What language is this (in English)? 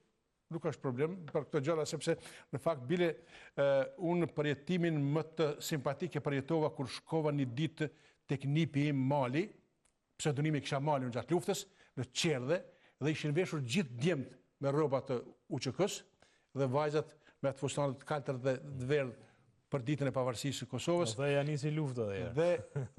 Albanian